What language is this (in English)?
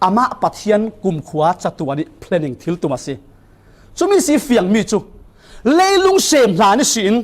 Falam Chin